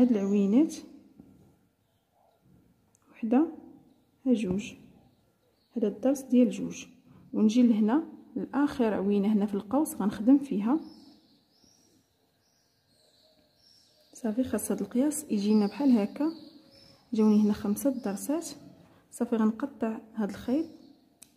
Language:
Moroccan Arabic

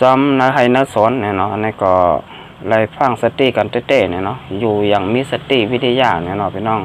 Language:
Shan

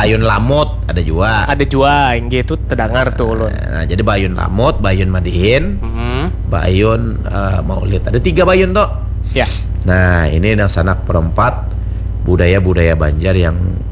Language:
Banjar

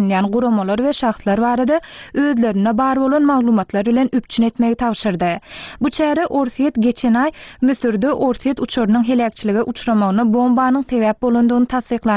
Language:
Turkmen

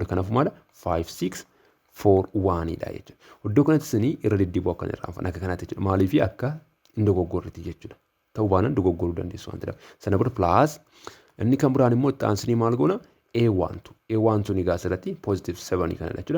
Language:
Oromo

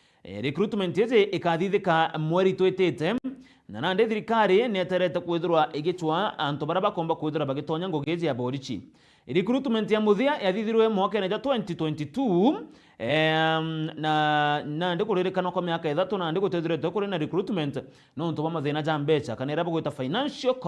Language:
Meru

